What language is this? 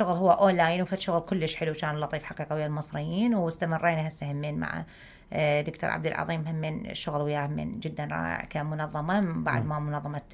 Mesopotamian Arabic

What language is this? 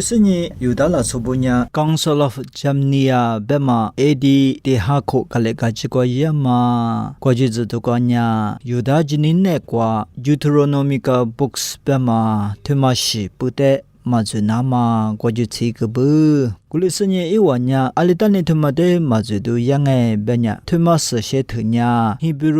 Lisu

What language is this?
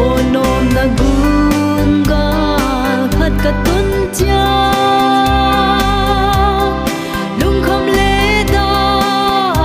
Paite Chin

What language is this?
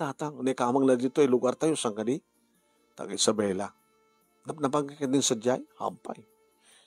Iloko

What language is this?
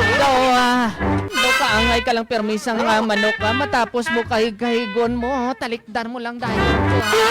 Hiligaynon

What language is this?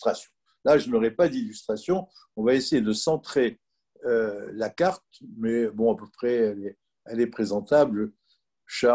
French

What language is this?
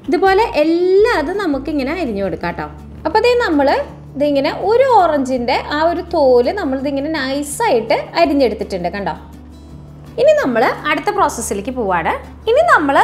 Malayalam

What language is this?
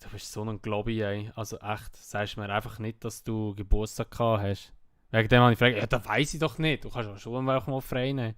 Swiss German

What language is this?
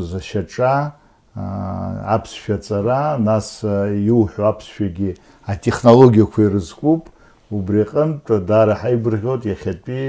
Abkhazian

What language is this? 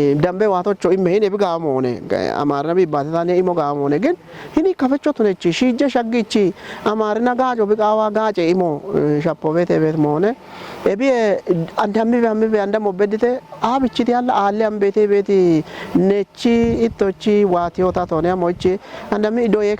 Kafa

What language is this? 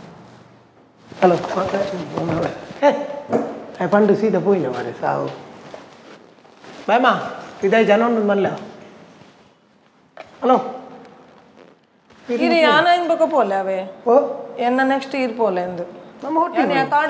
Tulu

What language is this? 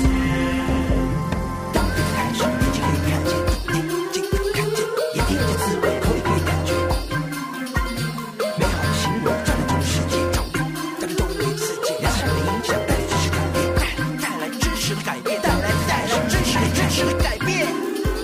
Chinese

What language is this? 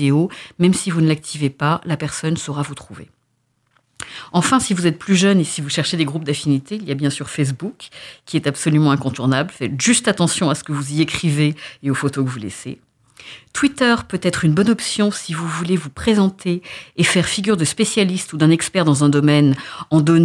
French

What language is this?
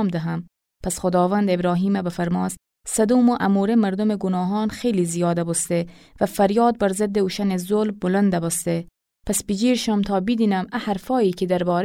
Gilaki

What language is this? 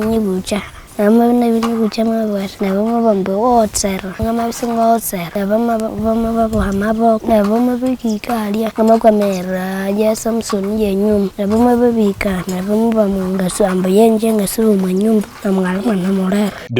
Teso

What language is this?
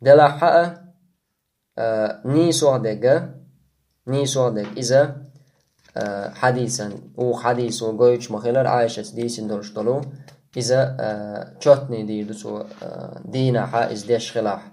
Chechen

